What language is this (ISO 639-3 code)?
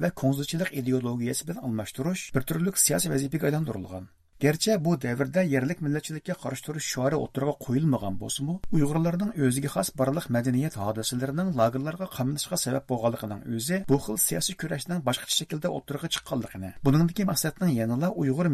uig